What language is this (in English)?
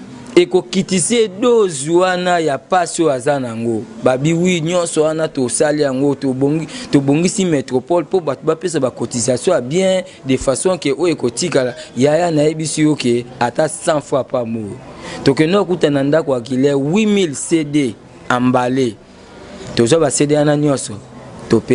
Lingala